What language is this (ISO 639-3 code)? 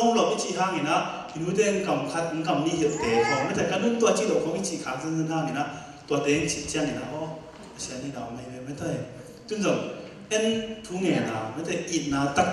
ctd